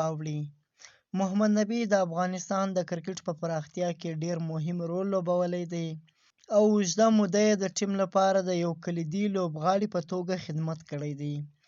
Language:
Pashto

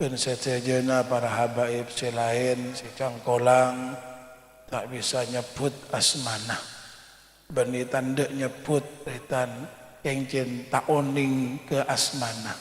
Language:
Madurese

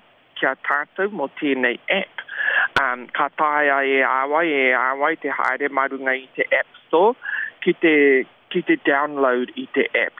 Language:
Māori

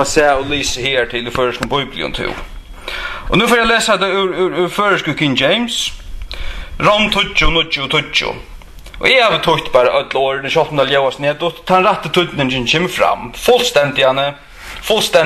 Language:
Faroese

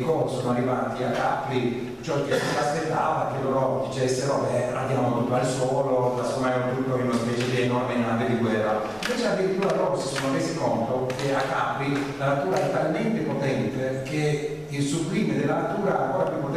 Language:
Italian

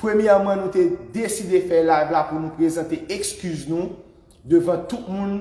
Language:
Haitian Creole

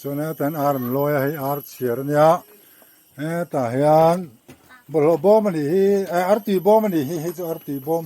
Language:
Mizo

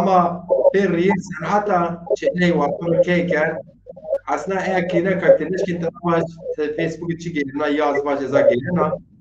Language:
Zaza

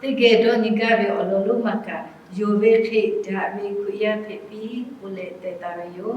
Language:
Lahu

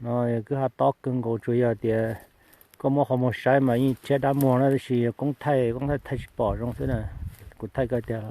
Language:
Hmong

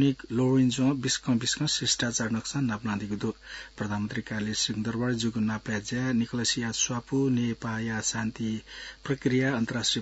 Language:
Newari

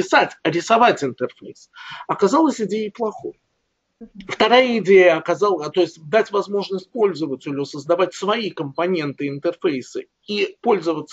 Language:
Russian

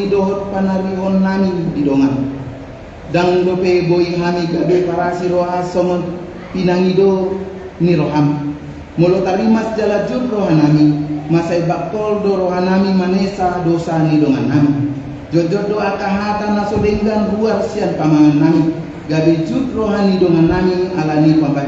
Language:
Batak Toba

